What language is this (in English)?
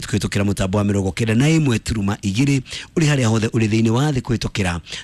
Kikuyu